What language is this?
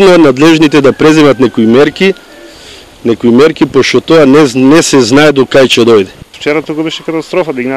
Macedonian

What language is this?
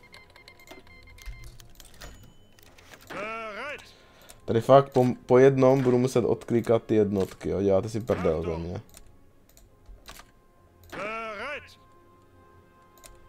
Czech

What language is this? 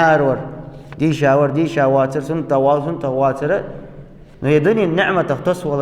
Ingush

